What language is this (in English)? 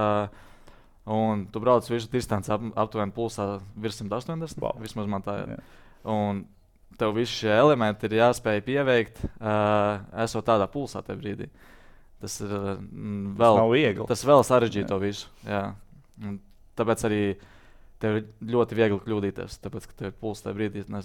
Latvian